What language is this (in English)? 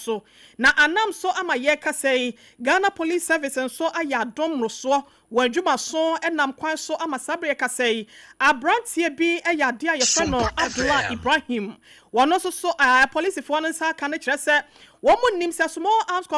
Akan